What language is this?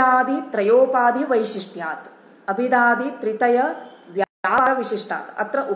Sanskrit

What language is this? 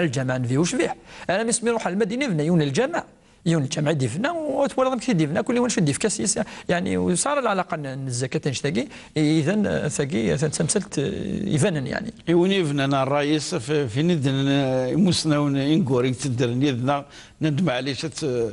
Kabyle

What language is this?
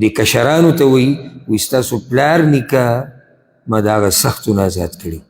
Pashto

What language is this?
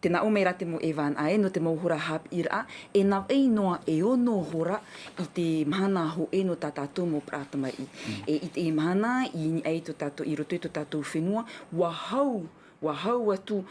Tahitian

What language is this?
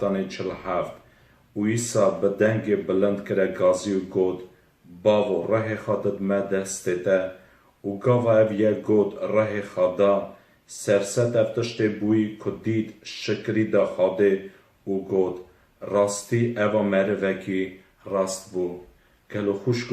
Kurdish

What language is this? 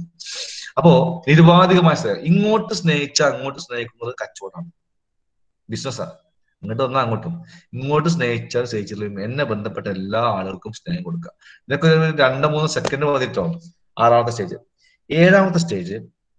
Malayalam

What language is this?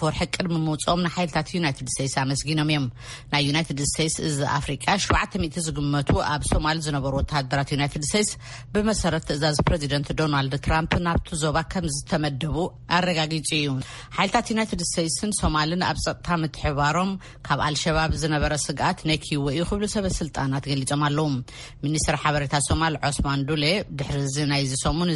Tigrinya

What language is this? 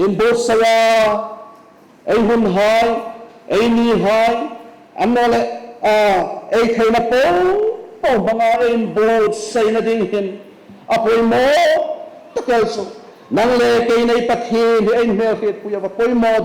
Hmar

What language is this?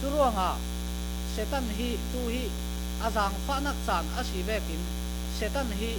Falam Chin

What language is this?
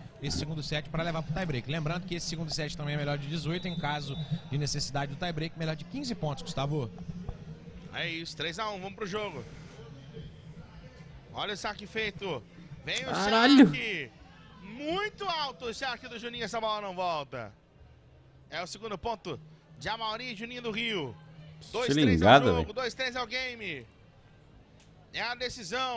Portuguese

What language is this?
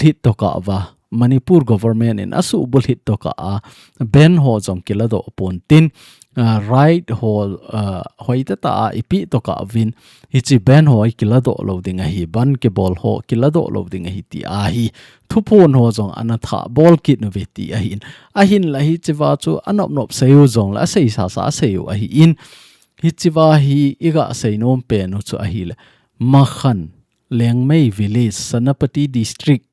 Thado Chin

